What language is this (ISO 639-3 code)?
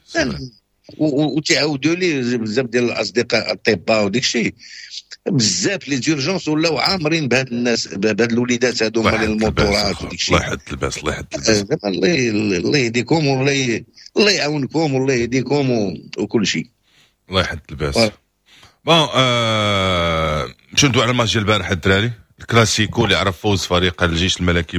ary